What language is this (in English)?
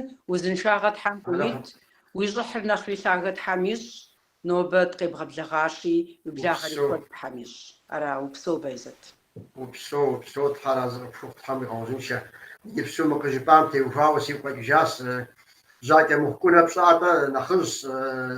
Kabardian